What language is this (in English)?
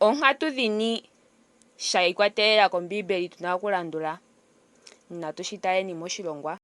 Ndonga